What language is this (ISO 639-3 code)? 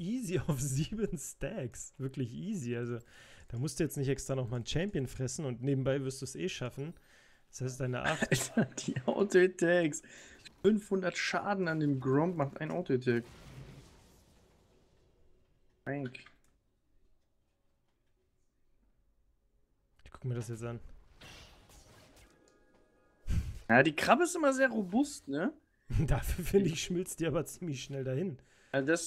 deu